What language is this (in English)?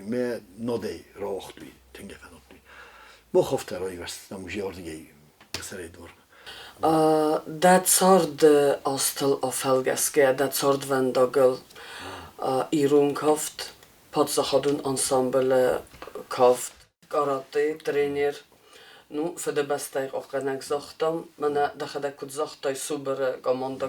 Ossetic